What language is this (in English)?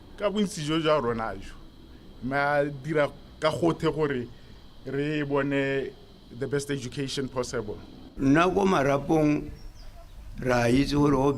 Tswana